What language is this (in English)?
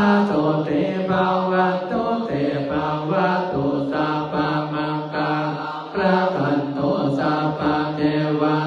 Pali